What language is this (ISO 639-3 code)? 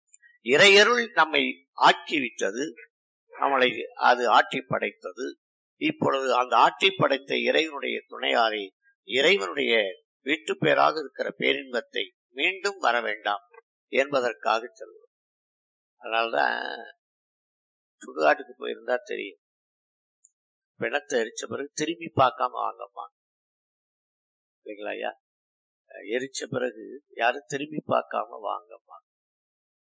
tam